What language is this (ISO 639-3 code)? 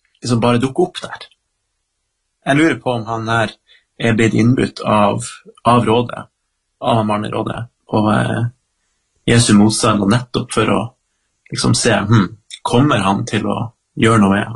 nor